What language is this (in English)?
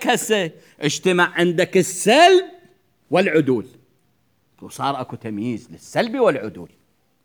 Mesopotamian Arabic